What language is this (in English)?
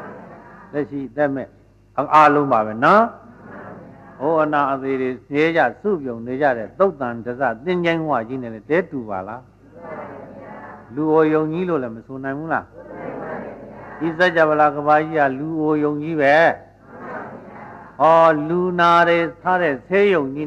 Burmese